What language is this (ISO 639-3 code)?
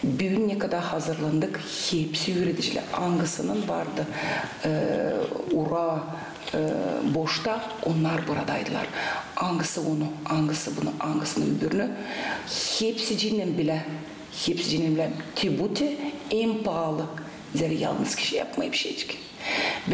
gag